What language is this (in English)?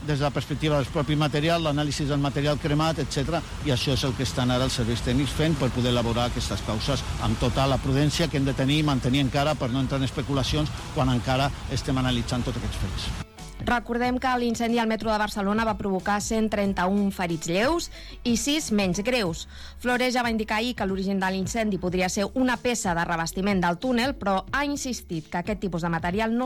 Catalan